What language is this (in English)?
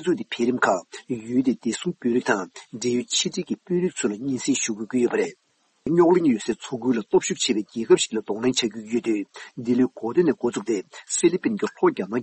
Tibetan